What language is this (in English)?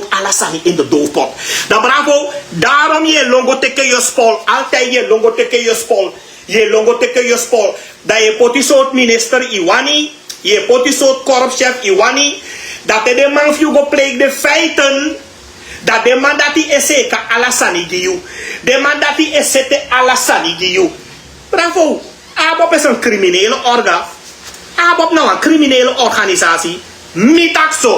Sranan Tongo